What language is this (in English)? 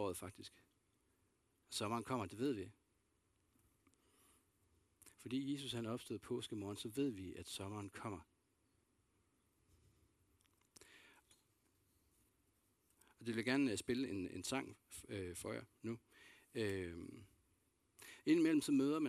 Danish